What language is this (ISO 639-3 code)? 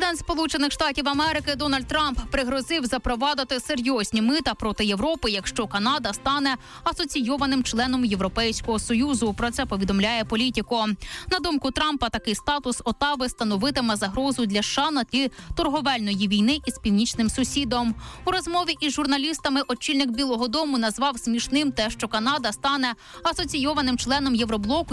ukr